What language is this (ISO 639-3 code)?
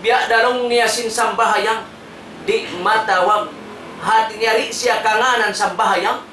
tsg